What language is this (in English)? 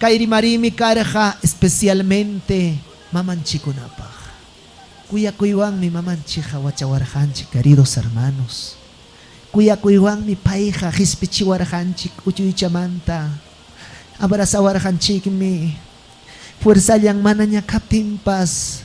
Ayacucho Quechua